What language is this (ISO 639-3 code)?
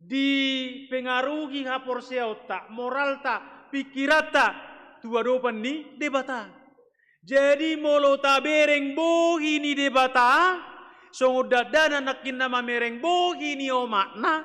bbc